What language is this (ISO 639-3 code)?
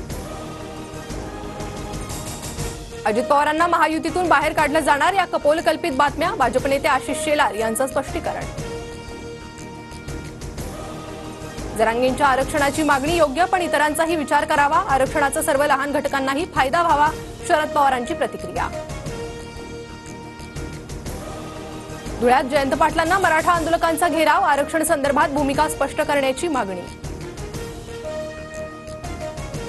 mar